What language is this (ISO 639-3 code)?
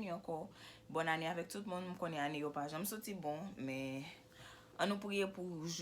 hat